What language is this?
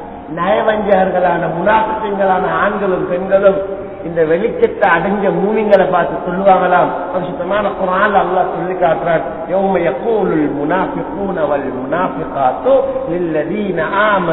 Tamil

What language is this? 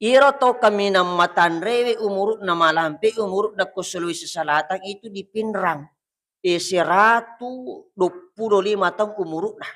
Buginese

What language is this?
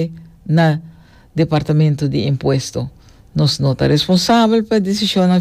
Papiamento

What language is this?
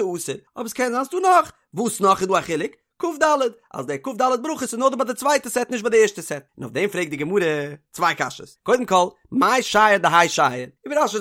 Yiddish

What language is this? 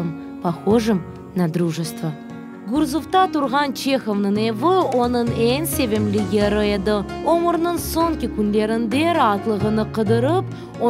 Crimean Tatar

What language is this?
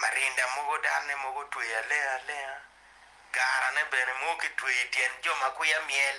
Acoli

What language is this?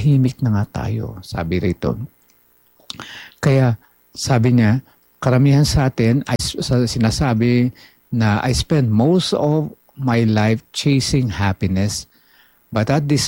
Filipino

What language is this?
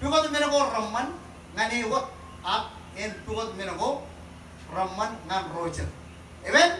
Marshallese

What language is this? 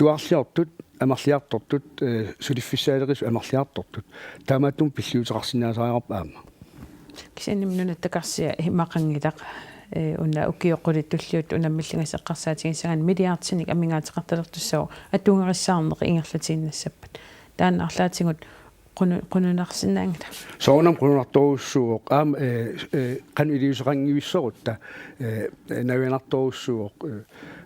Kalaallisut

